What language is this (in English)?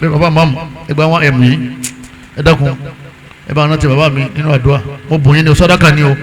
Yoruba